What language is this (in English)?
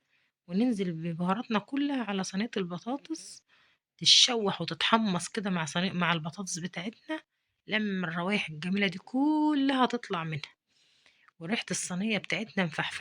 Egyptian Arabic